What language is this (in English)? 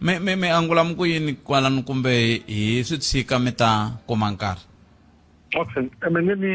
Tsonga